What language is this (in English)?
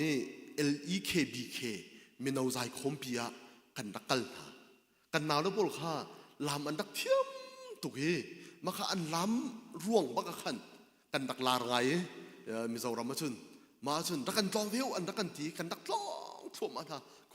Hakha Chin